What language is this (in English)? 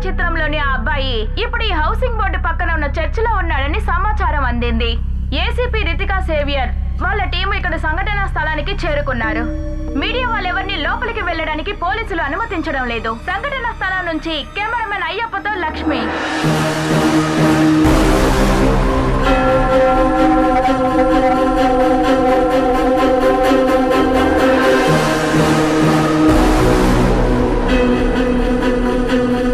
Telugu